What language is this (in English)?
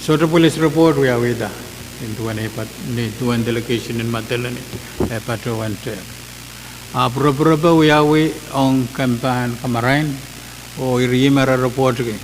Pohnpeian